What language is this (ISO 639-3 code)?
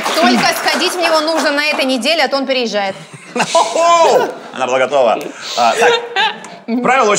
rus